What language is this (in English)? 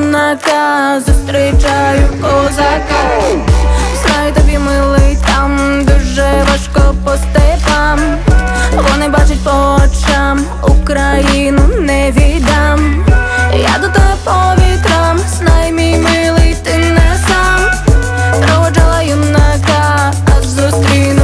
Ukrainian